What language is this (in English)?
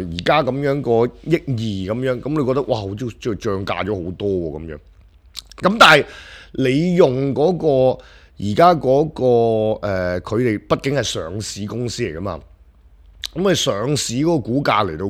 Cantonese